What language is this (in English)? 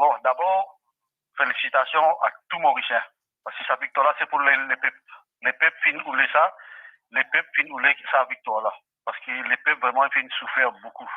Morisyen